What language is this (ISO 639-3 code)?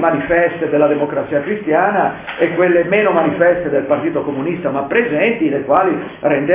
ita